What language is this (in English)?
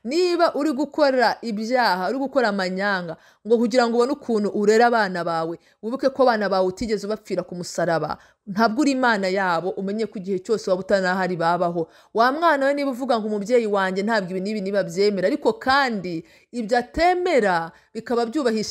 Kinyarwanda